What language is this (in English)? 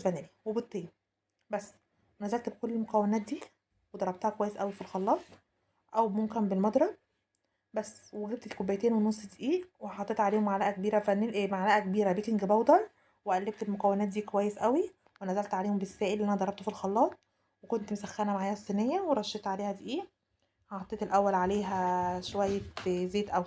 Egyptian Arabic